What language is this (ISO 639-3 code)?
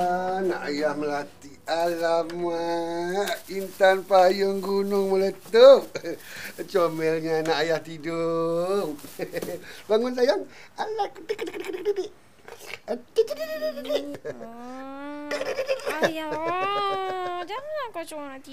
msa